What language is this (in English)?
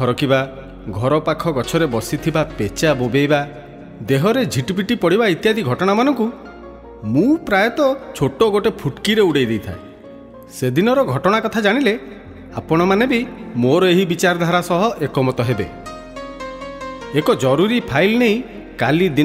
Odia